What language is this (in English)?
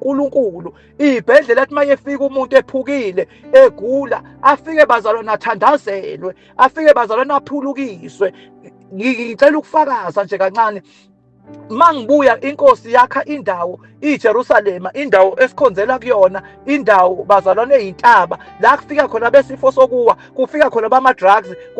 Zulu